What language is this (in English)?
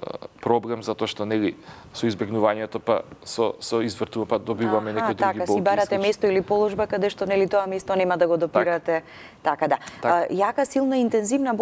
Macedonian